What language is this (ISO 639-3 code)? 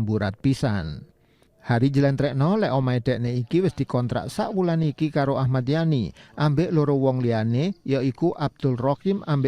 jav